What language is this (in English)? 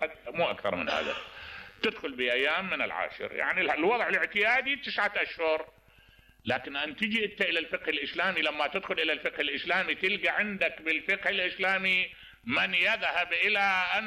Mesopotamian Arabic